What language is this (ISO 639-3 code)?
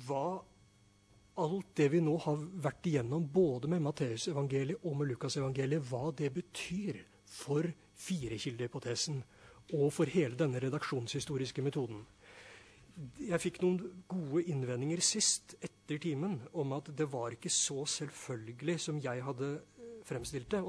nor